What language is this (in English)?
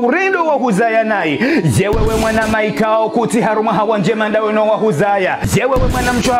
Ngazidja Comorian